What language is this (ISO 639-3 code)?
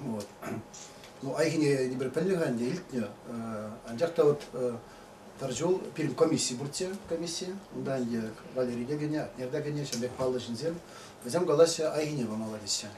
chv